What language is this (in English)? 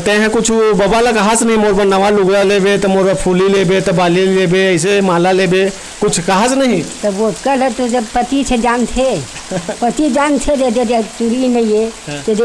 Chhattisgarhi